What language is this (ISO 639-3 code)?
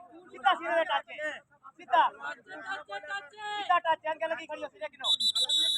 skr